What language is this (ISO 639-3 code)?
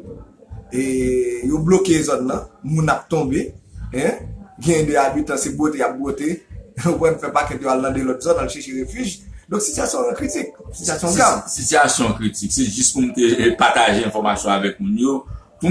hat